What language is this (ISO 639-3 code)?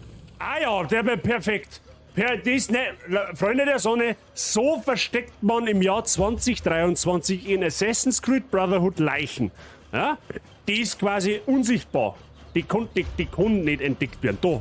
bar